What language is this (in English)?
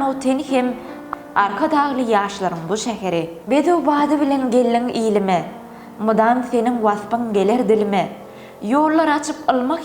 Turkmen